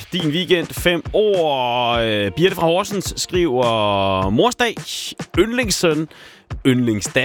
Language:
Danish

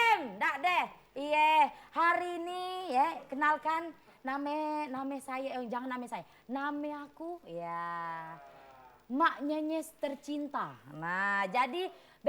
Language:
Musi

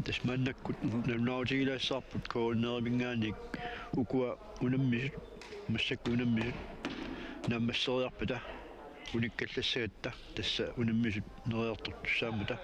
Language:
Kalaallisut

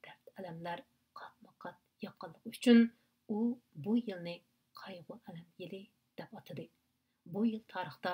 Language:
Uyghur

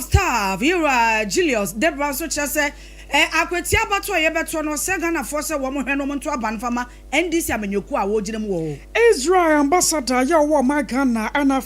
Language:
Akan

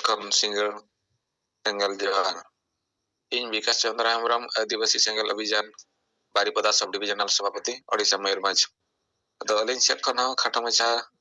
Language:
Santali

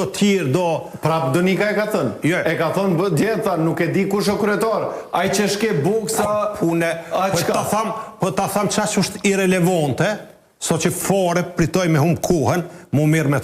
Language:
Albanian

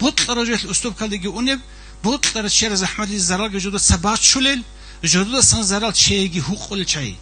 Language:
Avaric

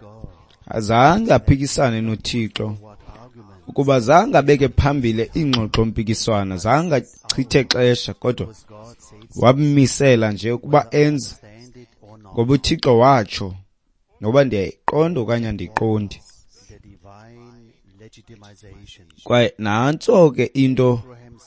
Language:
Xhosa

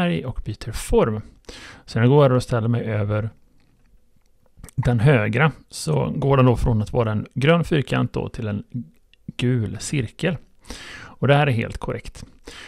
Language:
Swedish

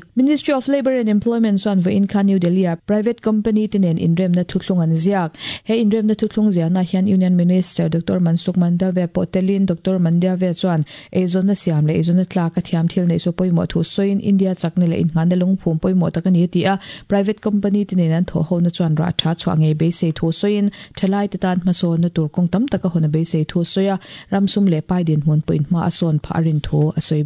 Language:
Mizo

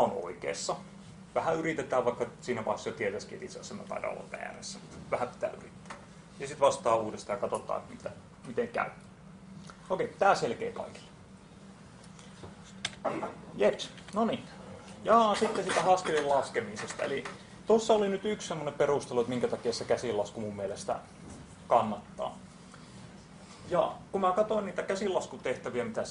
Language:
Finnish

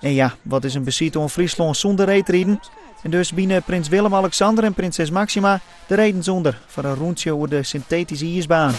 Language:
Western Frisian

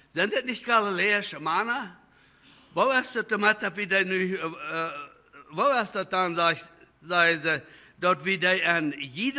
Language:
Plautdietsch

